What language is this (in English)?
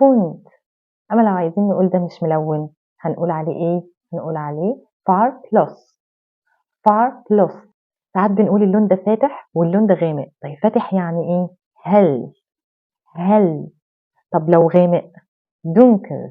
Egyptian Arabic